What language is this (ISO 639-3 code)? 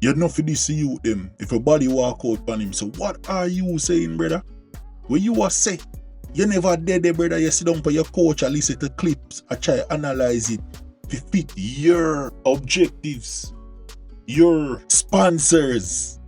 jam